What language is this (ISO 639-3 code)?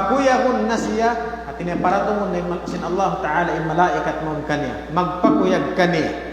tsg